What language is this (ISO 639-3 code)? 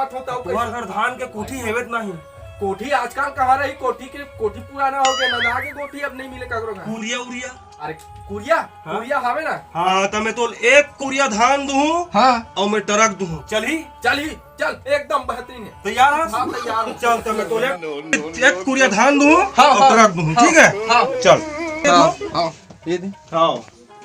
hne